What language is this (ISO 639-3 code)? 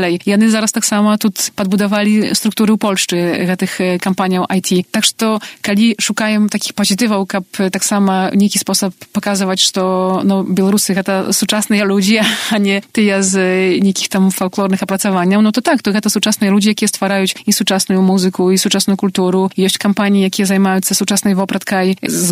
bel